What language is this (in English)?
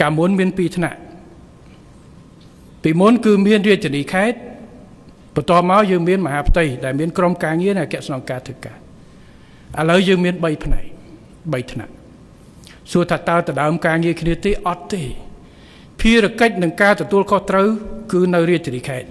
Khmer